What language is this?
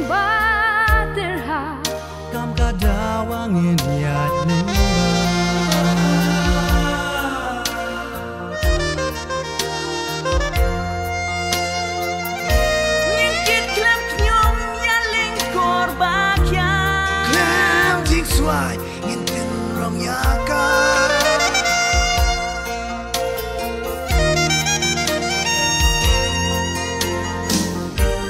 Khasi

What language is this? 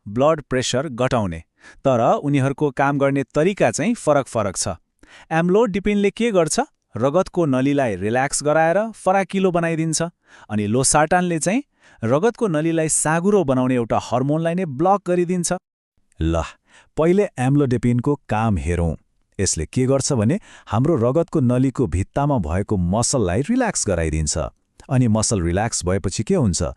Nepali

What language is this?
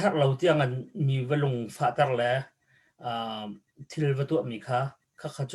Hakha Chin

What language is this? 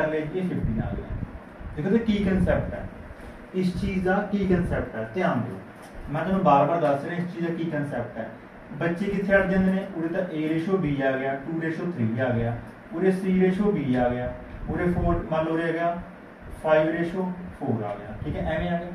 Punjabi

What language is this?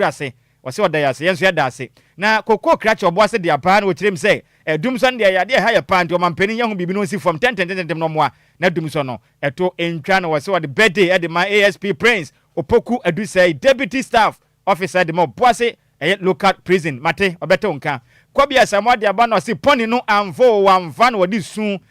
Akan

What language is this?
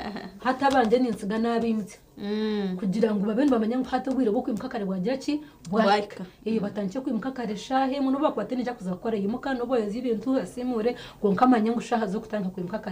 Nyankole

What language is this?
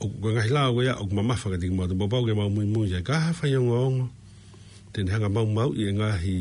Tongan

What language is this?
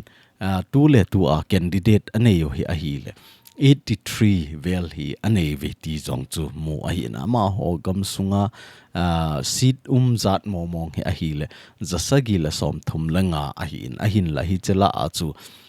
Thado Chin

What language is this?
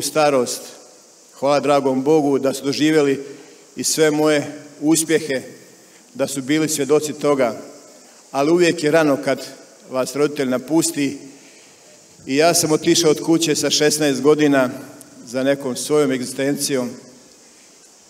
Croatian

